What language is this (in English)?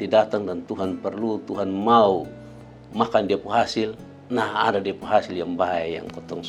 Kupang Malay